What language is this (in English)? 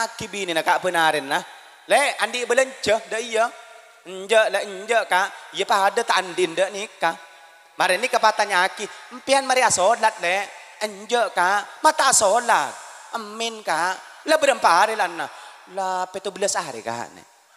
Madurese